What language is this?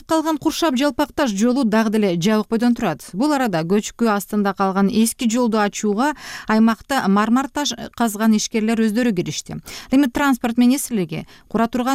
Kyrgyz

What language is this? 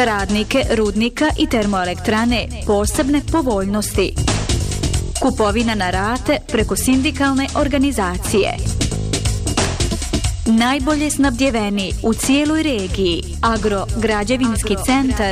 Bosnian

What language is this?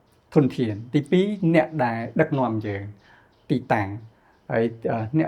Khmer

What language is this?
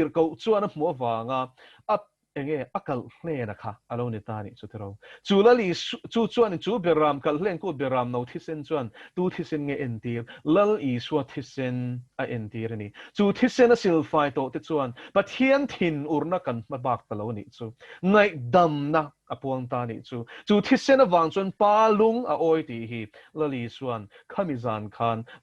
Mizo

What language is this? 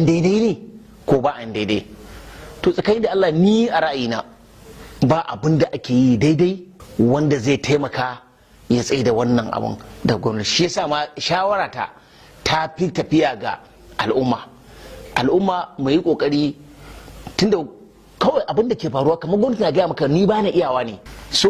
Hausa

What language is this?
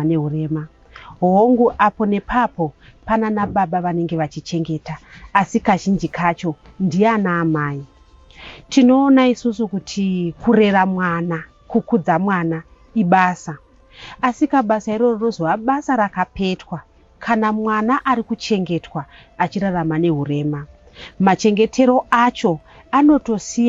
Shona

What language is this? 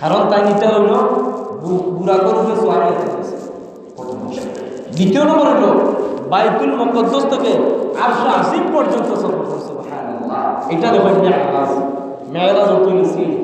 Sylheti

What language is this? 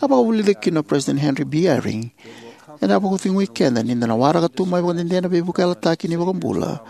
Fijian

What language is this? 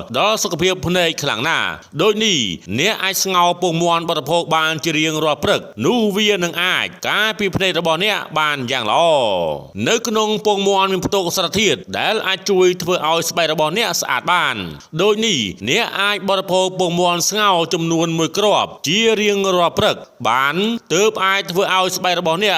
Khmer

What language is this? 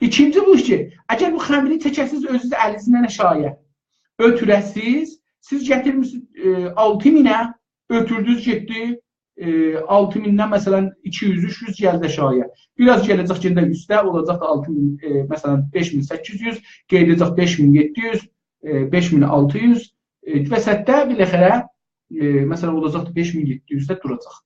South Azerbaijani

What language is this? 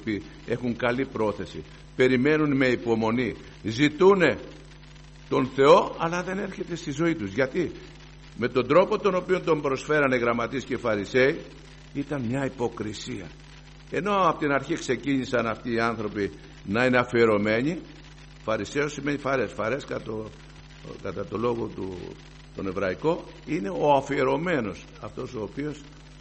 Greek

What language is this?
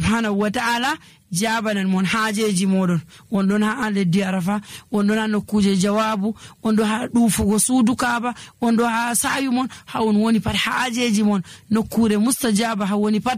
Nigerian Fulfulde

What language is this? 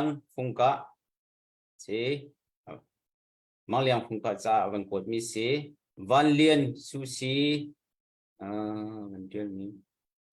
Hakha Chin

